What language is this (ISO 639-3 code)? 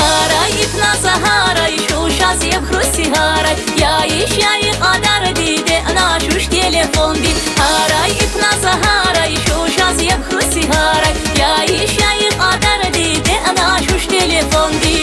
tab